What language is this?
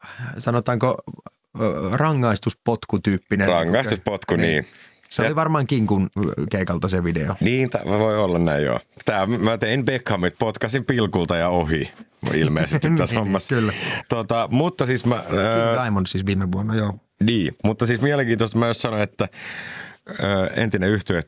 Finnish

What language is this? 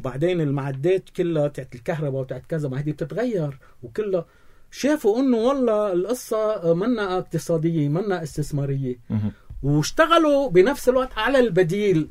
North Levantine Arabic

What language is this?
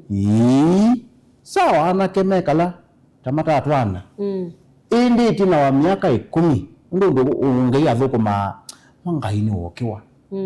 Kamba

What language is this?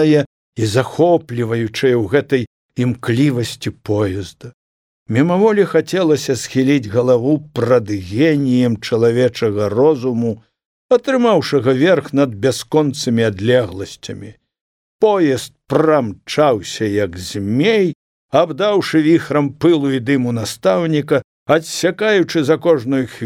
Belarusian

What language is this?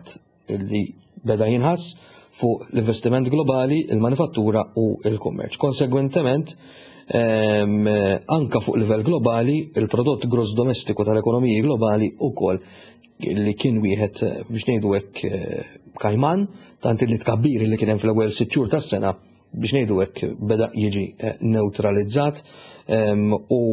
Maltese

